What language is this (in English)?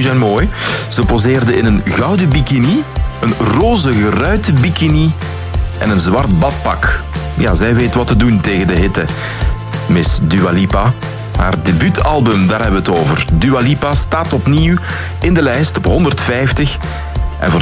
Dutch